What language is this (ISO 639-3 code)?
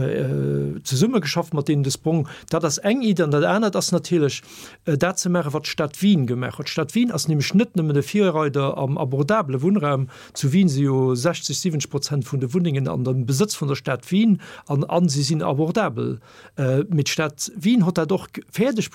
ltz